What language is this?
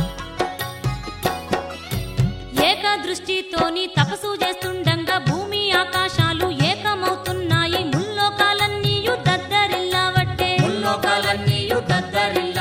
Telugu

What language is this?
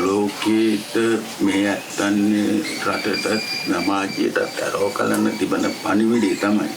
Sinhala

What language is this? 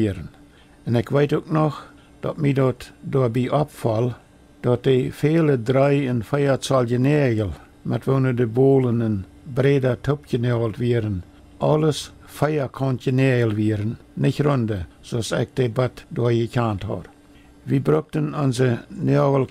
Plautdietsch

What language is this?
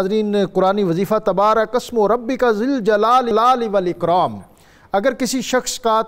Urdu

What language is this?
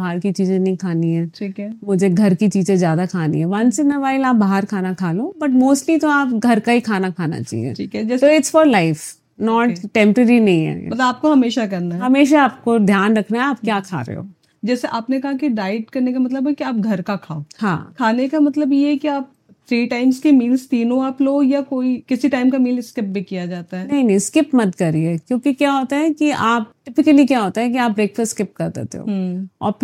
Hindi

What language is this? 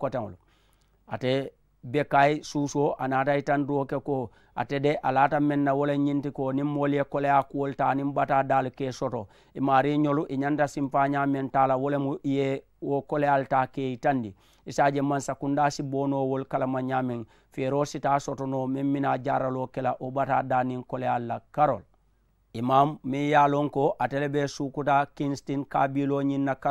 Mandingo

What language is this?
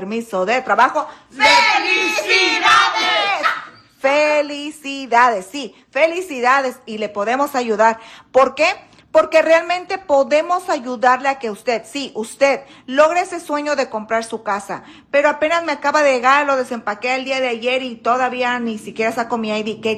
Spanish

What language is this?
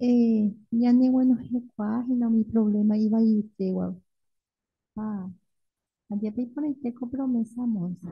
Guarani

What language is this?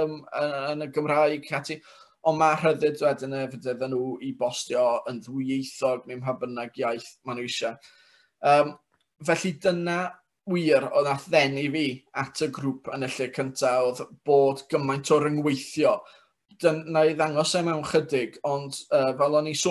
Welsh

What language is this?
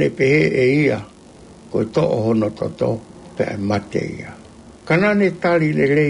Tongan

